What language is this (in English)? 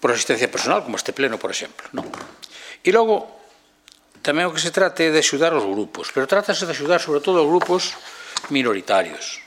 Galician